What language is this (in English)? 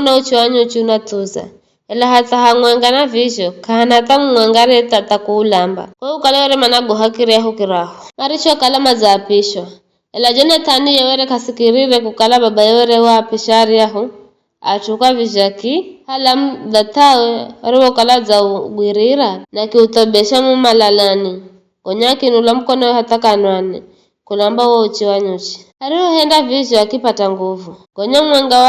Giryama